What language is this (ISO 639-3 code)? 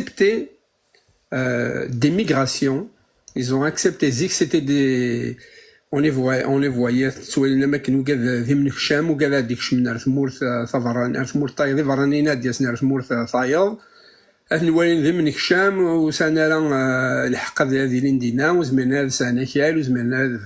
kab